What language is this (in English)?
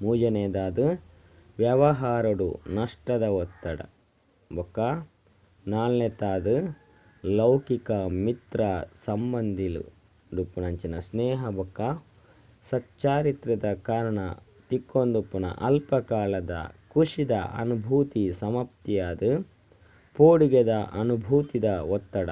Tulu